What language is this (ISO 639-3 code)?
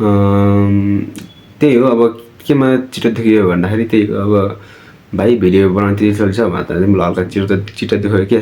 nep